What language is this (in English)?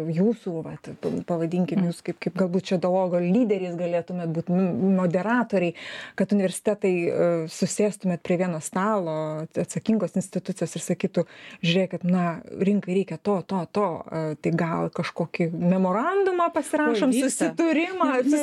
Lithuanian